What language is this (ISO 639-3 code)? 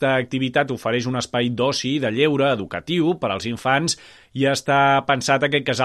cat